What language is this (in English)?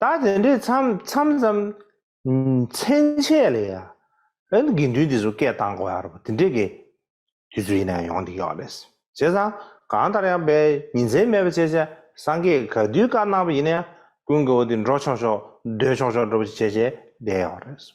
Tibetan